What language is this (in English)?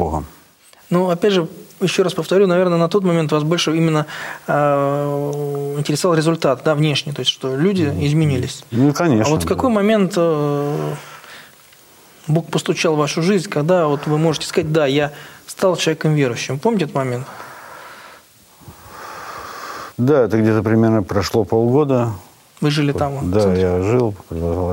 Russian